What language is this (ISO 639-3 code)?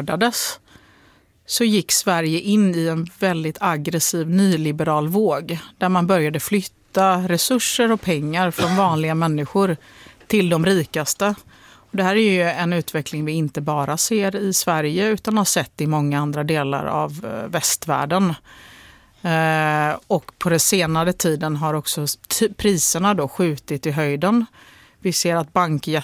swe